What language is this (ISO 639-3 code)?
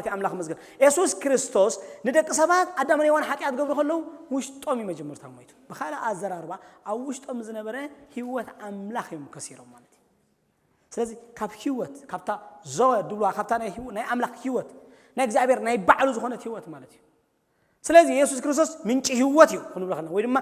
tir